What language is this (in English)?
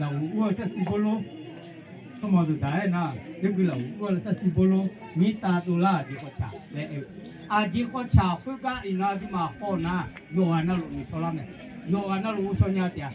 Akha